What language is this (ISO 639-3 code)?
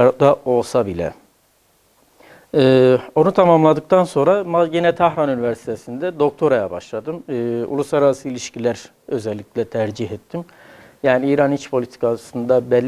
tur